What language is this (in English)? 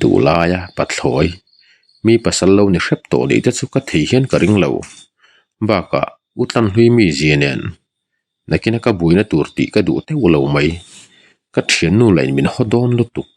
Mizo